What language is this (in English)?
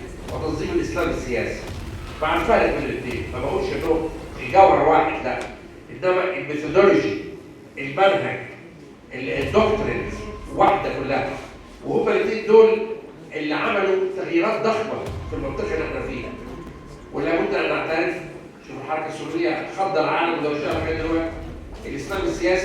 Egyptian Arabic